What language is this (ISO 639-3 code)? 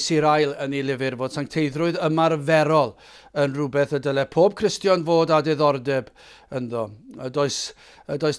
cym